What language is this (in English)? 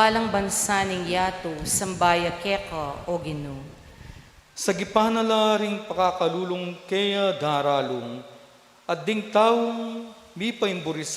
Pampanga